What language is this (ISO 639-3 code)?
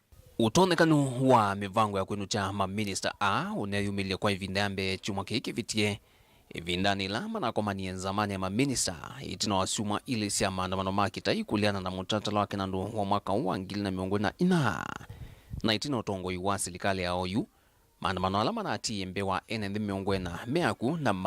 kam